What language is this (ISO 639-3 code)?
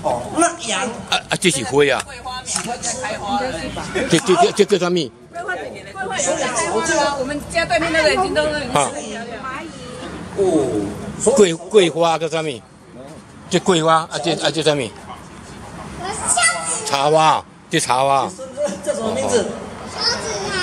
zho